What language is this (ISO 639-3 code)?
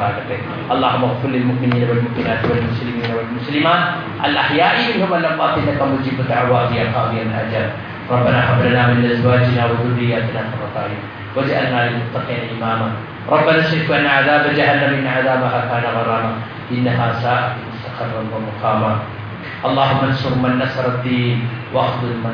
mal